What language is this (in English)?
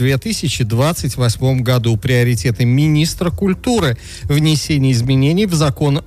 Russian